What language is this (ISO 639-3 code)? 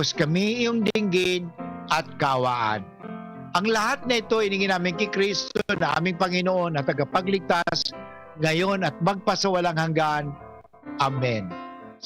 bik